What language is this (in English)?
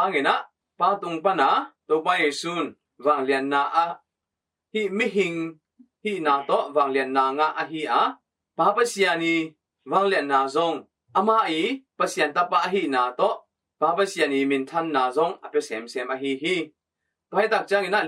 Tedim Chin